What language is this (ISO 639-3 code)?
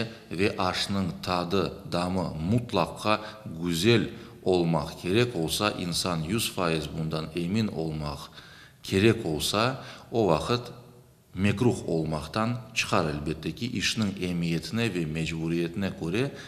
crh